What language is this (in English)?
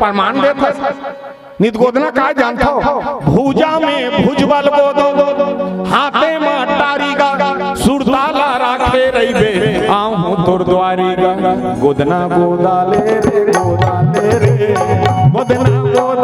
Chhattisgarhi